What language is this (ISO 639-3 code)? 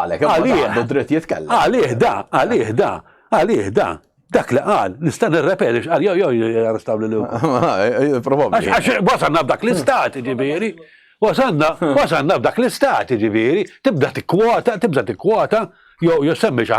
mlt